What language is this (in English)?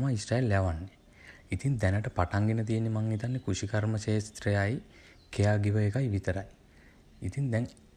Sinhala